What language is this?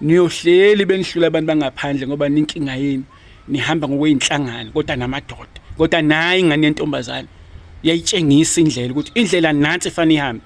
Zulu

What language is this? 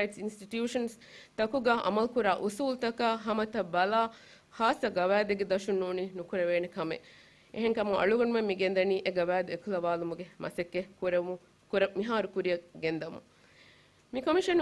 Divehi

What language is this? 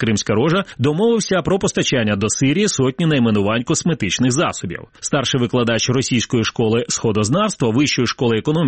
Ukrainian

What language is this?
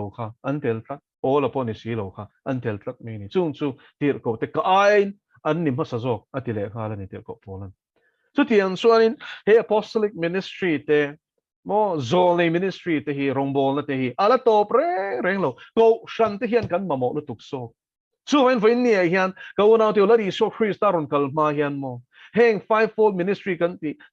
Mizo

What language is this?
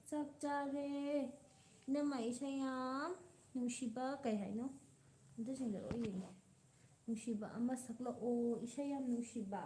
Manipuri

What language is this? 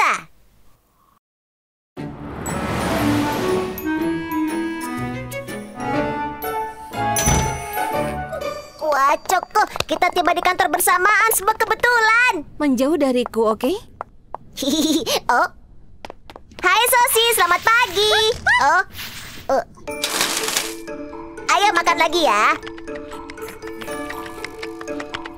Indonesian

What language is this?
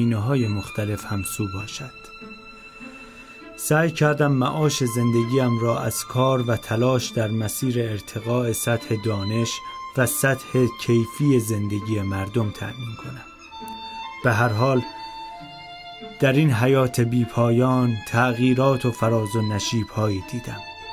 Persian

